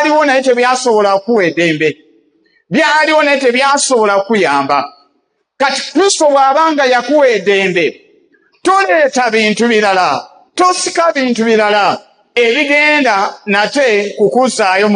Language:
Ganda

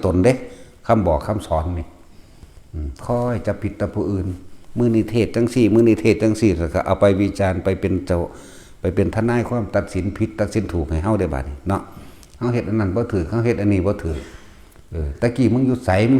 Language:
Northeastern Thai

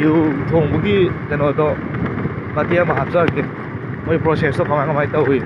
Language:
Manipuri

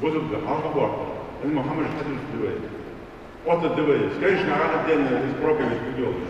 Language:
Ingush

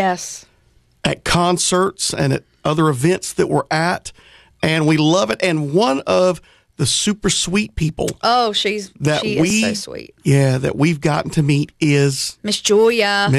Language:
English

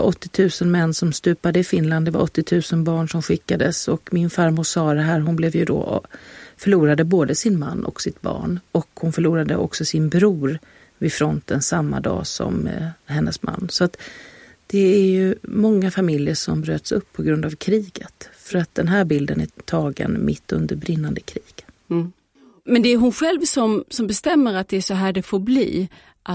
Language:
Swedish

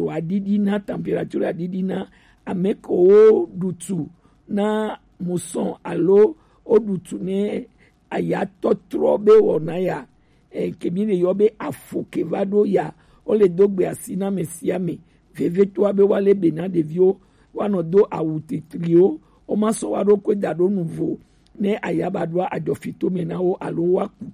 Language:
Gen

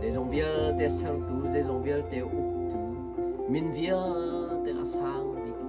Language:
Hakha Chin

